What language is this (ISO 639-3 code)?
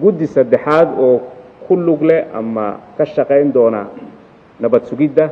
som